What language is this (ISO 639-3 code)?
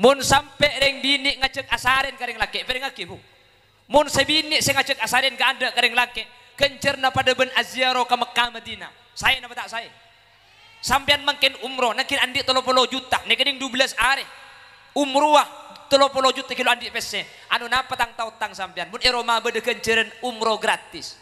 mad